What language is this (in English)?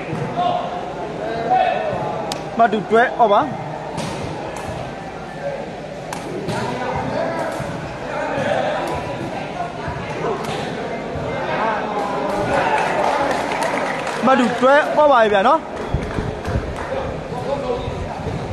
Burmese